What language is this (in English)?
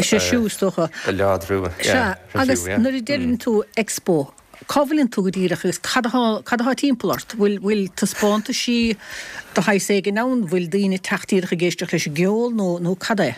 Irish